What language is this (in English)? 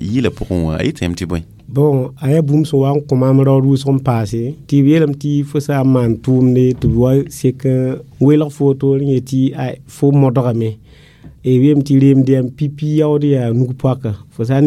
Mossi